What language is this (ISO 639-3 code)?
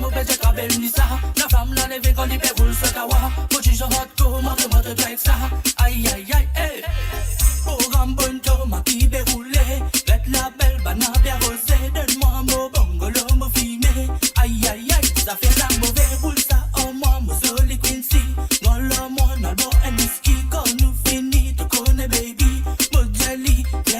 mfe